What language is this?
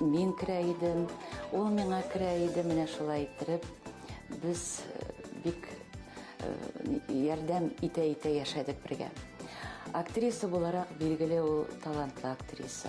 Tatar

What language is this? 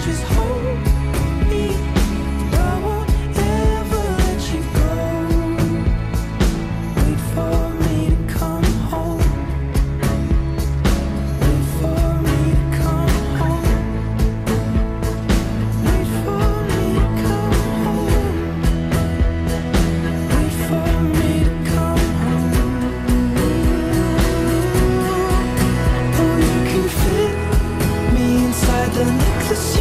English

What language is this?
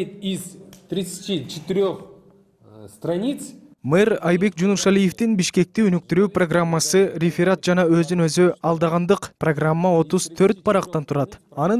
Kyrgyz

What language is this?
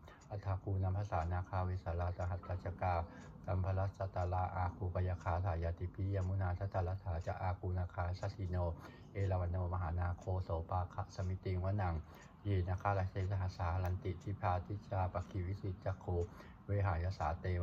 Pali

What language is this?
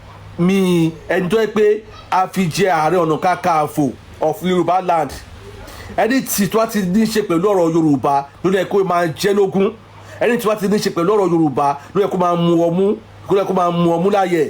Yoruba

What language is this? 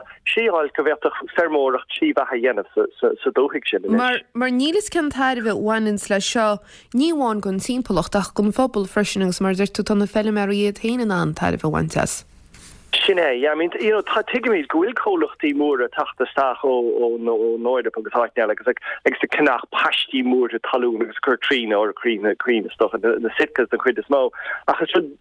Irish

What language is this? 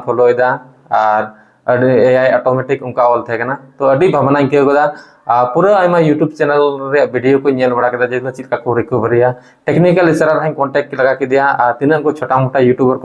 Santali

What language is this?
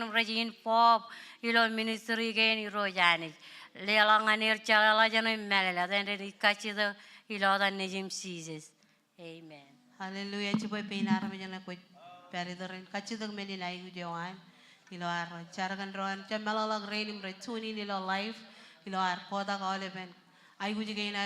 Marshallese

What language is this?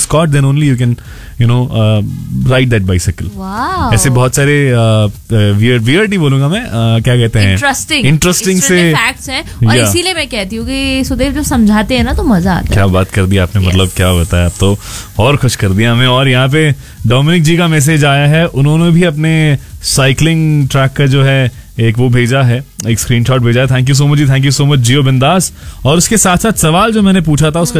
Hindi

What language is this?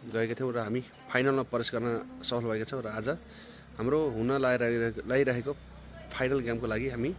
Nepali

